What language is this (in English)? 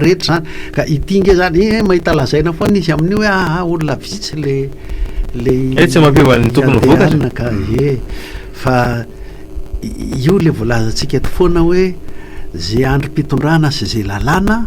Malagasy